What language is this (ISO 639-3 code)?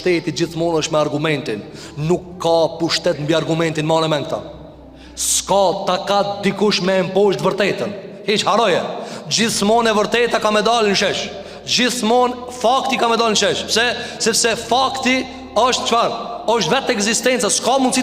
sqi